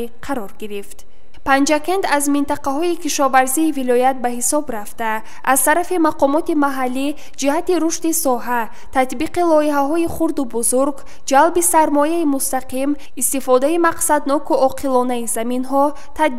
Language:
Tajik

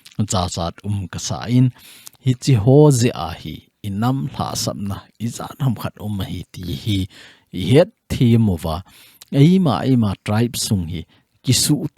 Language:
Thado Chin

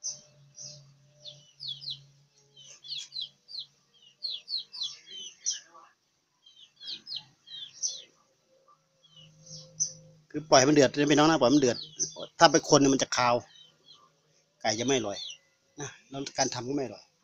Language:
Thai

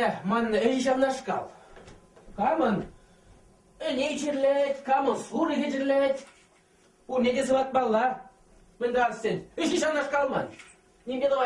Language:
Chuvash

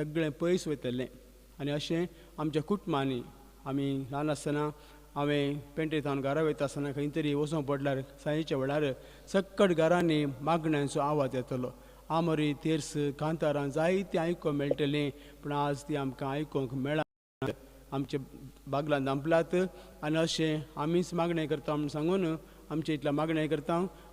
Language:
Konkani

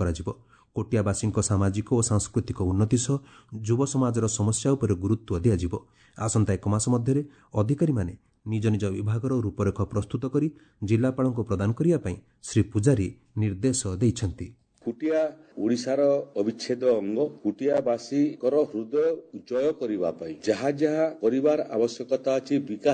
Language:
Odia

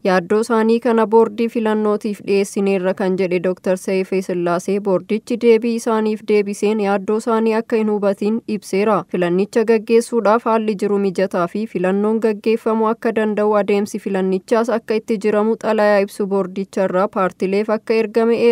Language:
Oromo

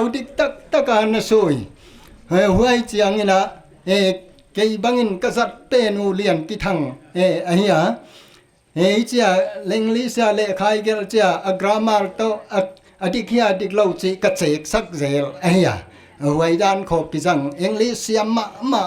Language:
Paite Chin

